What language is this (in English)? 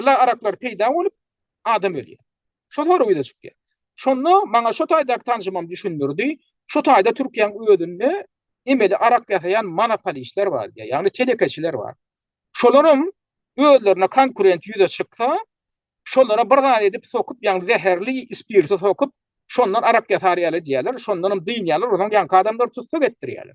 Turkmen